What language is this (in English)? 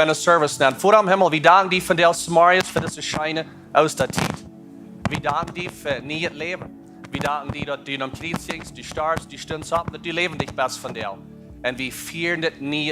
Plautdietsch